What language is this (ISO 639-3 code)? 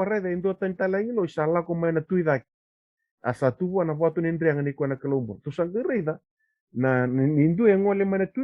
fij